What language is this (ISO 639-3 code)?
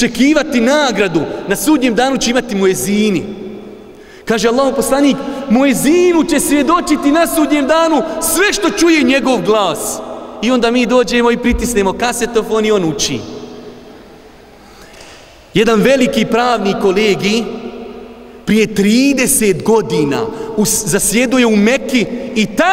bos